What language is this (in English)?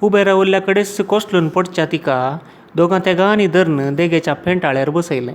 Konkani